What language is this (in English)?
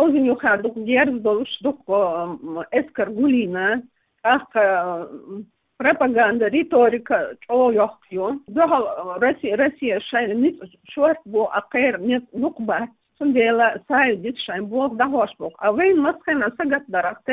Chechen